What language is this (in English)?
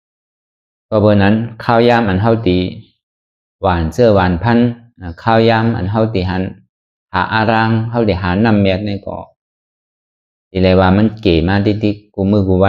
Shan